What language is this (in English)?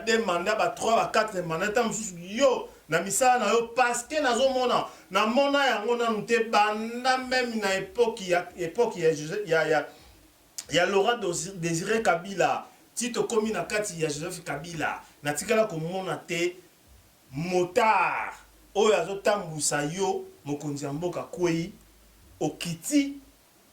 Lingala